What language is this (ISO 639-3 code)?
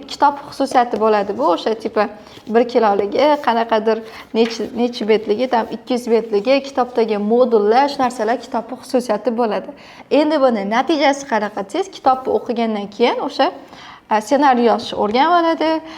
uzb